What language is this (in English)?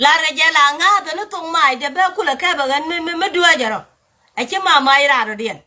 Nuer